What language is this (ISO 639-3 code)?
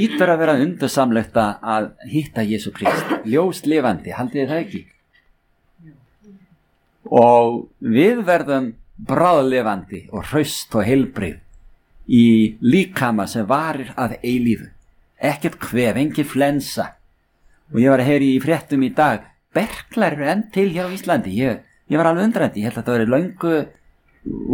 isl